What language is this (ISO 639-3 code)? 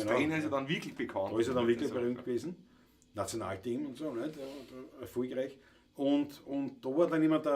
bar